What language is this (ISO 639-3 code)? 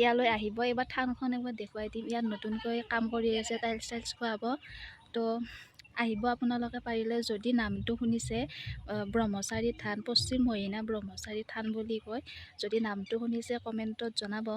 asm